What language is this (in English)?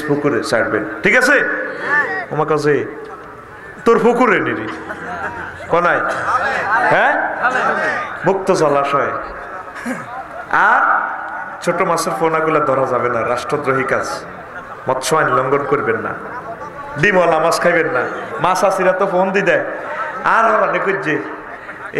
Bangla